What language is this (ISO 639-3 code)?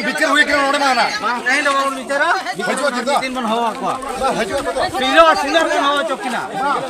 sat